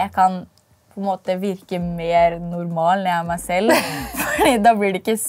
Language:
Norwegian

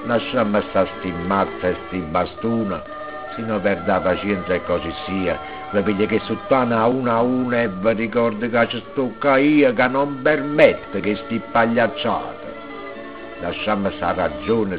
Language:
Neapolitan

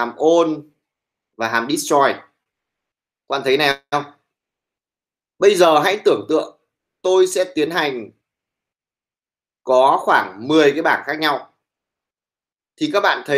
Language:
Vietnamese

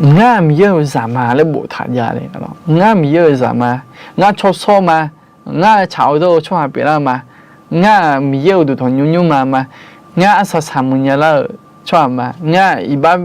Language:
Akha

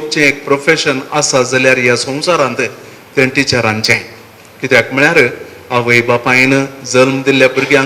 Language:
Konkani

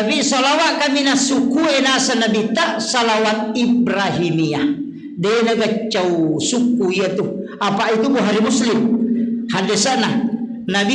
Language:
Buginese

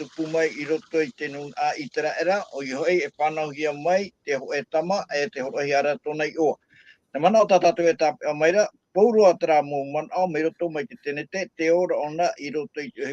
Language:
Tahitian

